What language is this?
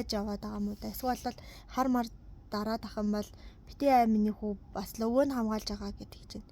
Mongolian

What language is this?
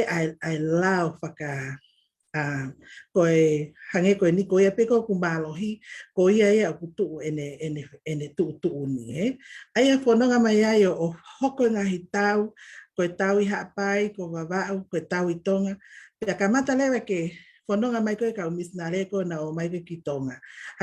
Tongan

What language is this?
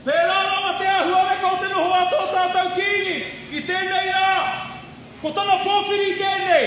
Māori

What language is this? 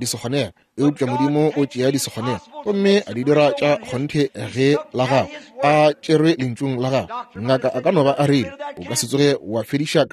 Northern Sotho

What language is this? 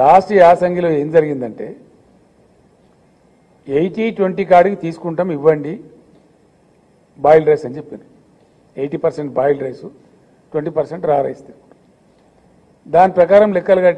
Telugu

